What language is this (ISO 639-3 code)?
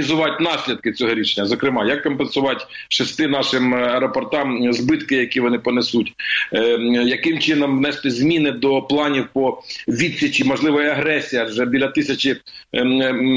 ukr